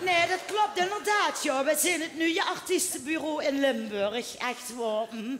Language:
Limburgish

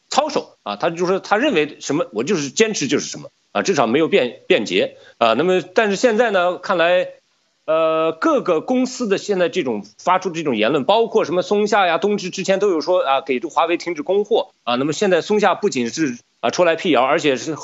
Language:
Chinese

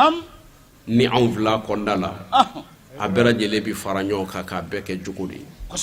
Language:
Bambara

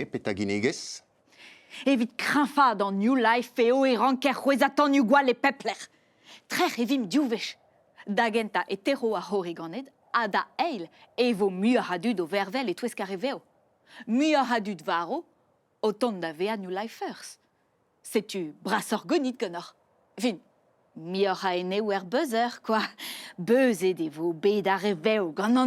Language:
Breton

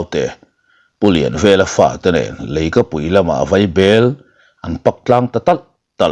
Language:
Mizo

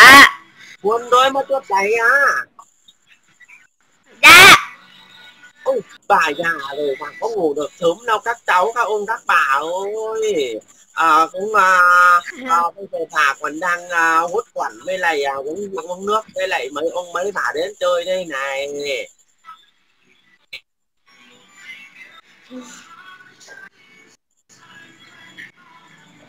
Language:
Vietnamese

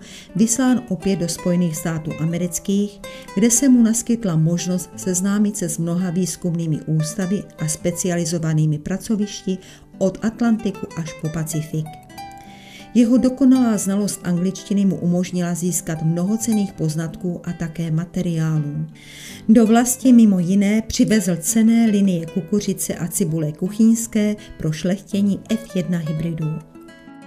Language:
Czech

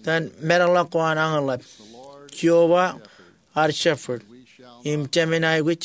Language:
Marshallese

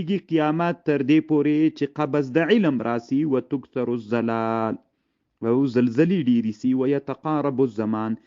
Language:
Pashto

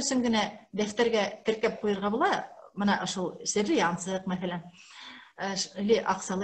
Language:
Bashkir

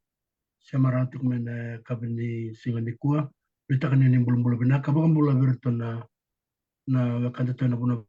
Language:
Fijian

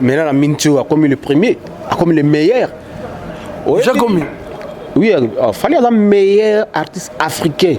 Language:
Lingala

